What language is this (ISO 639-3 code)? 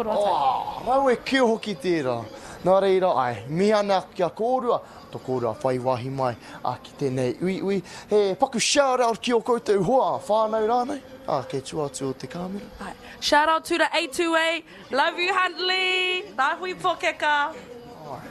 mri